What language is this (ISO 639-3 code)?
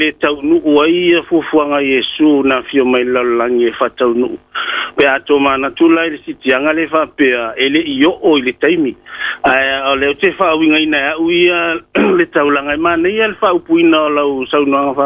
smo